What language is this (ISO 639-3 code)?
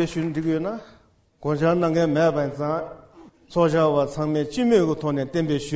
bod